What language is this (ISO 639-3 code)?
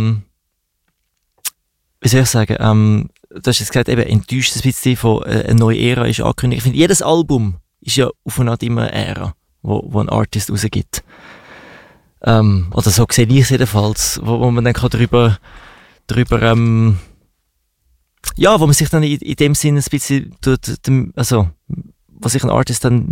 deu